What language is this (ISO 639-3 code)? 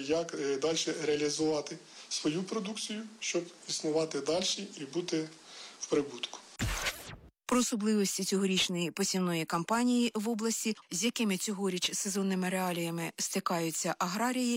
ukr